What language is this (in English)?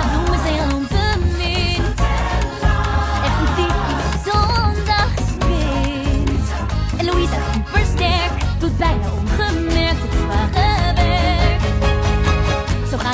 Dutch